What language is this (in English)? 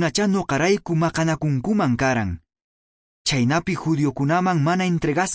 Quechua